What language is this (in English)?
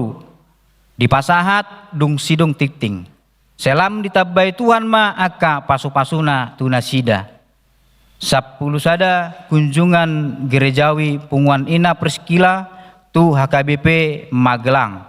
Batak Toba